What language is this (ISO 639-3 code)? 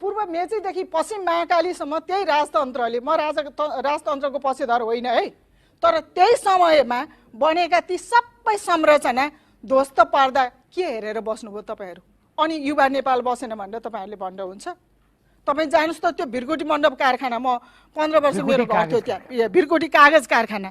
nep